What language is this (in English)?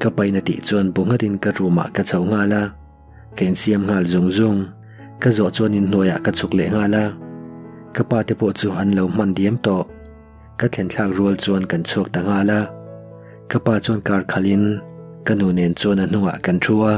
Mizo